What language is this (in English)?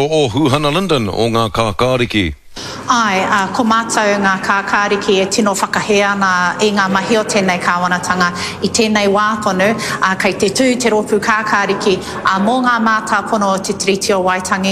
Māori